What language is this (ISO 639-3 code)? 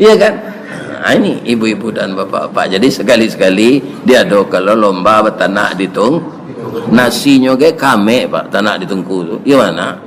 min